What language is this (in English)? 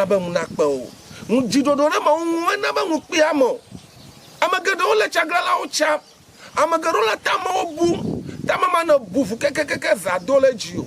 Ewe